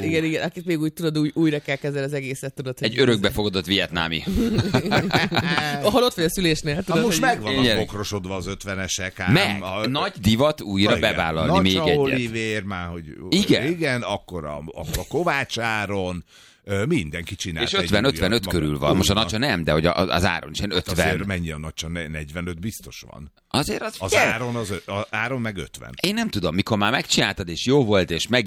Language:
Hungarian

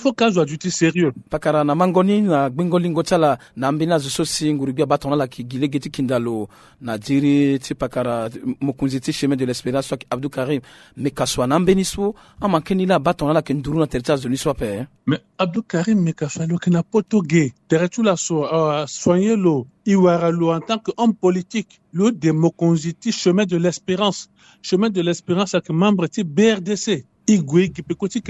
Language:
Sango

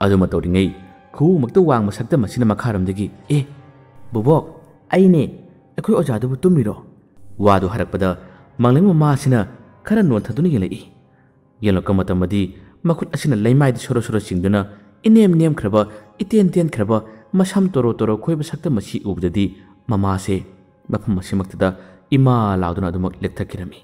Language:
Manipuri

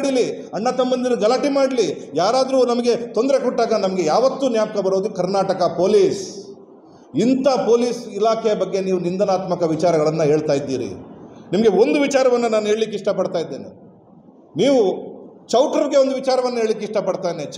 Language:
Kannada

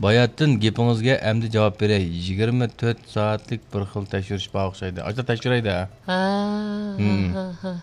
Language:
Uyghur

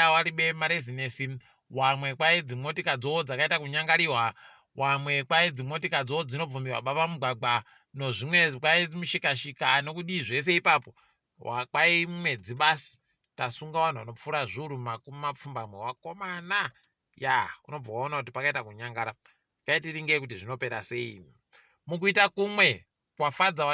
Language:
Ndau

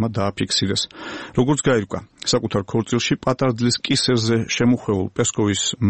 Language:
Georgian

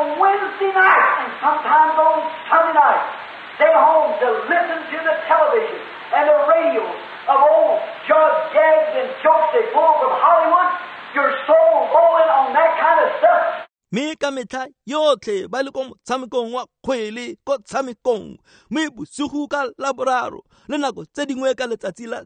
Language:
Tswana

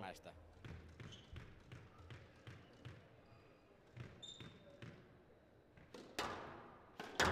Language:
Finnish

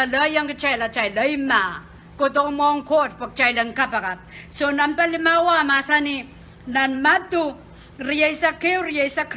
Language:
Pohnpeian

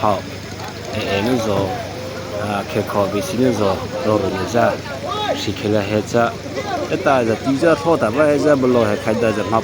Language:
Mara Chin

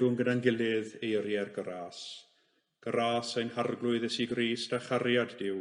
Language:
Welsh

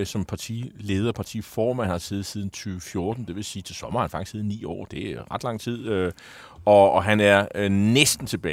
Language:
Danish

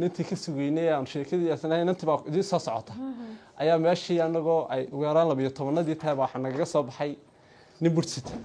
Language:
Somali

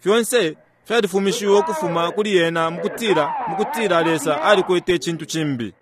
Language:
Bemba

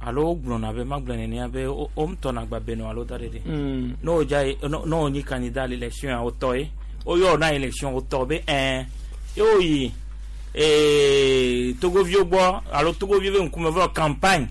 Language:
Gen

